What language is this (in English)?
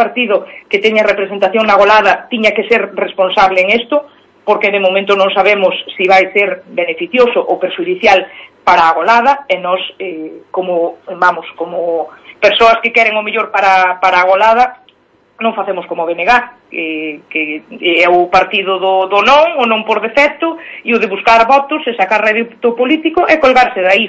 Galician